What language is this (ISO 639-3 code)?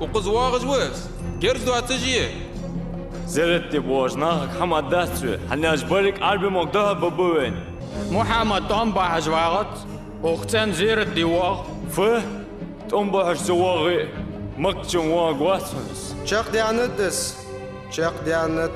inh